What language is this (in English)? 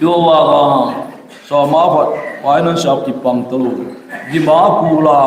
Hmar